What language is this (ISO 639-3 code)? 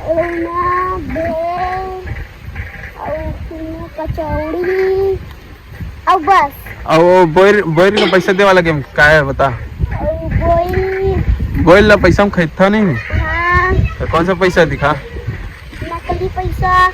hne